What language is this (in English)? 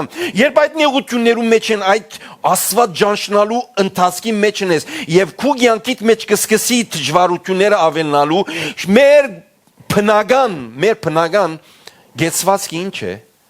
Western Armenian